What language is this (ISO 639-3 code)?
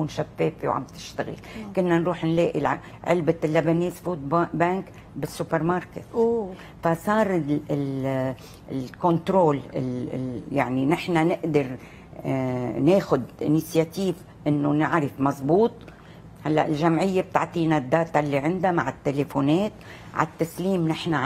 apc